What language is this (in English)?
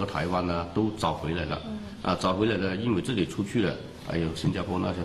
Chinese